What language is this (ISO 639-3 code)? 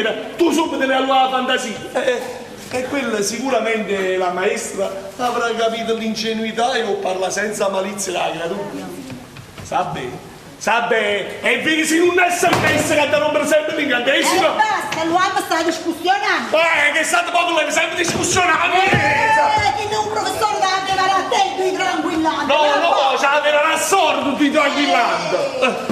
nap